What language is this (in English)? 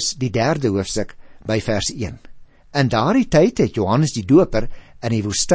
Afrikaans